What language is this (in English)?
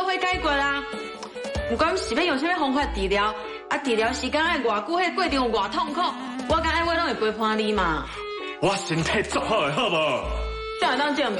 Min Nan Chinese